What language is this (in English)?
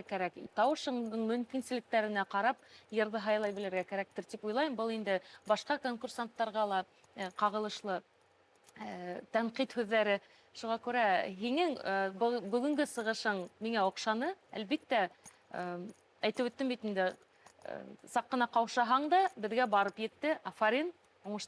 Bashkir